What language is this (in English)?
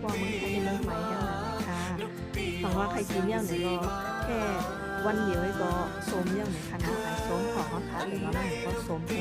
Shan